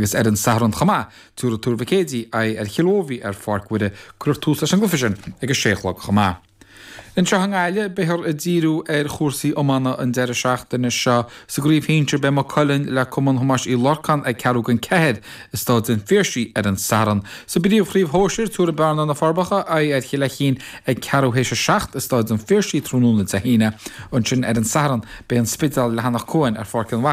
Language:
Irish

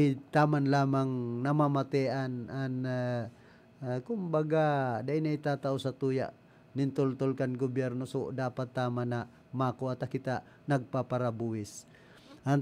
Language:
Bikol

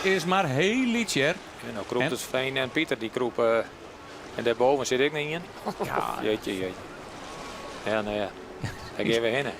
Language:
Western Frisian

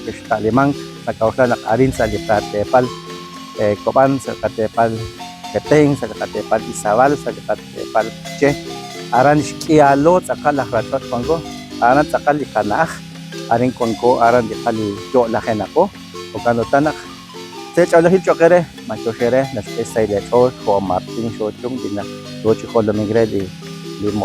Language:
Kekchí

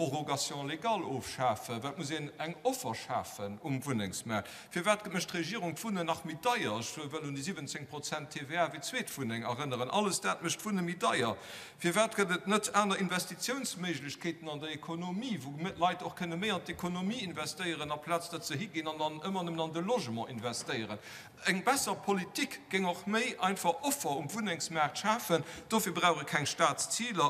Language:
Luxembourgish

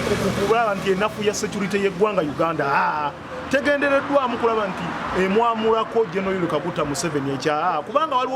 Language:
Ganda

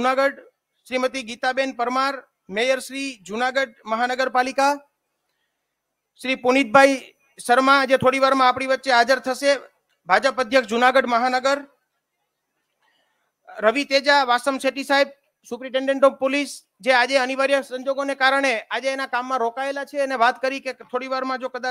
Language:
Gujarati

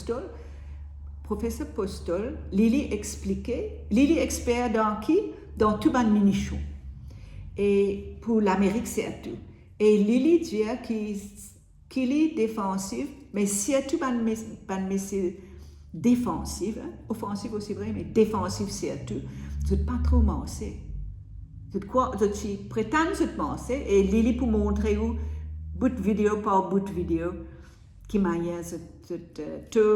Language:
Morisyen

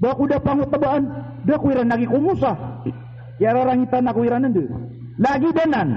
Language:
Maranao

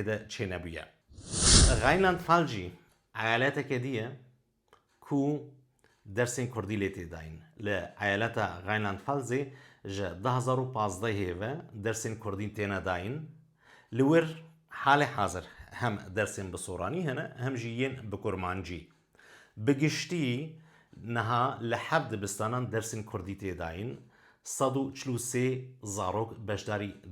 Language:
Kurdish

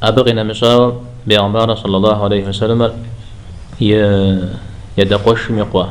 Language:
Kabardian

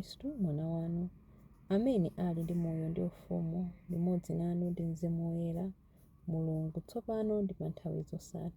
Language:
Nyanja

